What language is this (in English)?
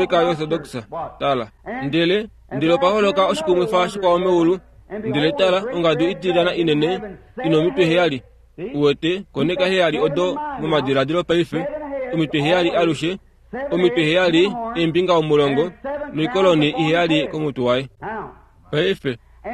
Kuanyama